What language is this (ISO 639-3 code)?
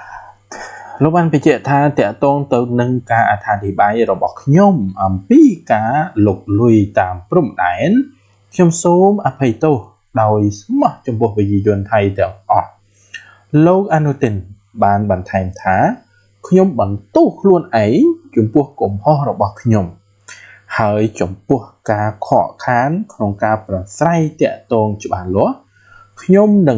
khm